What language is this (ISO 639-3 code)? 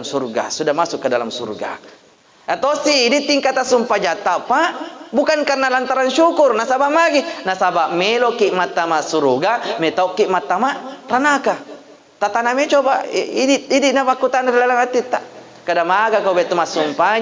bug